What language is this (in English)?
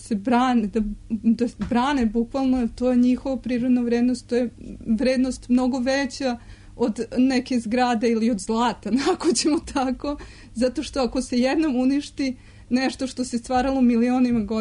Serbian